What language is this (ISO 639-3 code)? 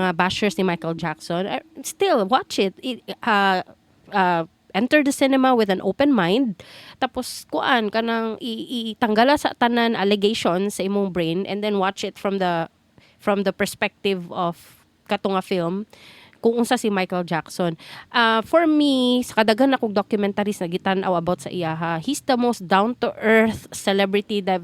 ceb